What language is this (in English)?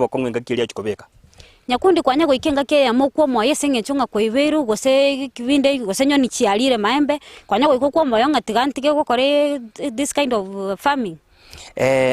Gusii